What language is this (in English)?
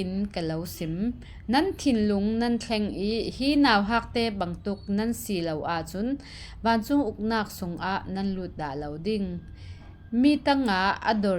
Falam Chin